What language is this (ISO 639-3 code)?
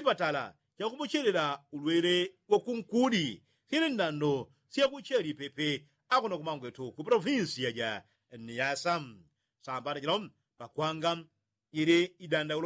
yao